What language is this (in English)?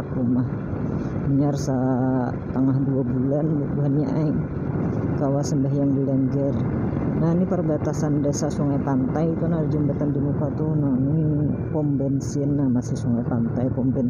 Banjar